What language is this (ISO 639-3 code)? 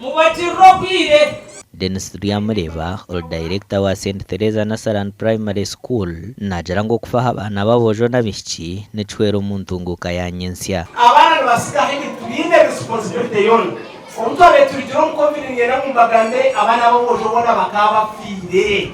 nyn